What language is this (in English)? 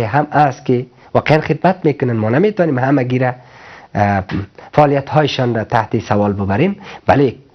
Persian